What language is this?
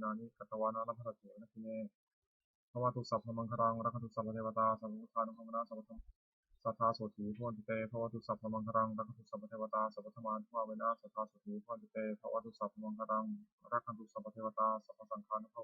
Pali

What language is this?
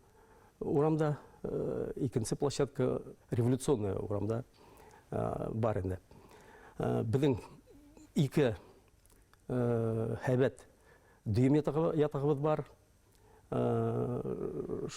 Bashkir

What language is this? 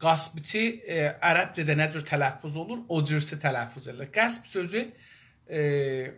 South Azerbaijani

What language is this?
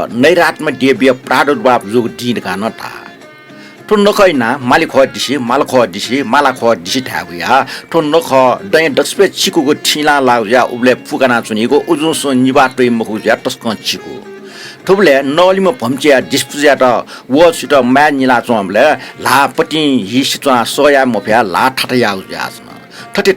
Newari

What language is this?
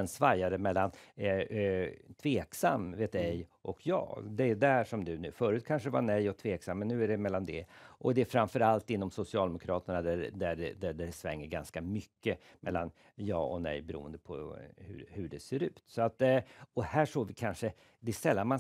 Swedish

